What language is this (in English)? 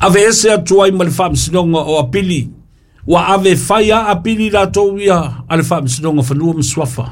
Samoan